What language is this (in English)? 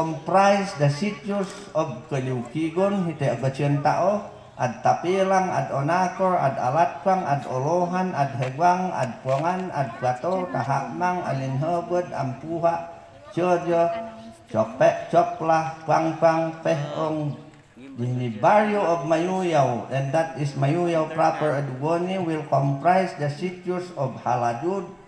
Mayoyao Ifugao